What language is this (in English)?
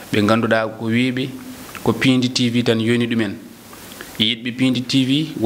Fula